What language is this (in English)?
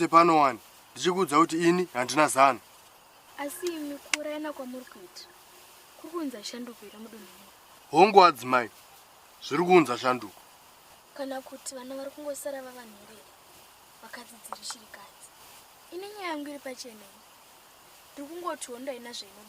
Shona